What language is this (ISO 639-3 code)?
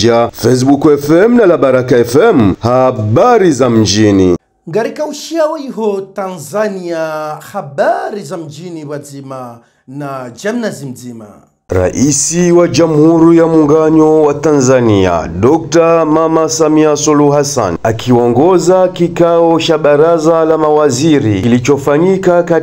swa